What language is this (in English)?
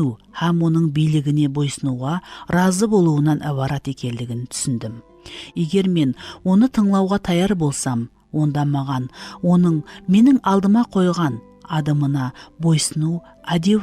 Kara-Kalpak